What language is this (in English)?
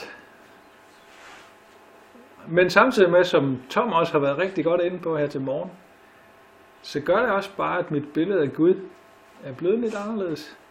Danish